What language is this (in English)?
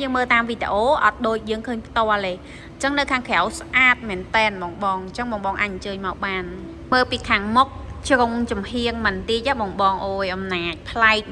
Khmer